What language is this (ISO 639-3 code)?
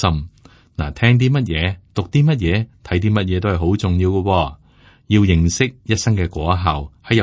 yue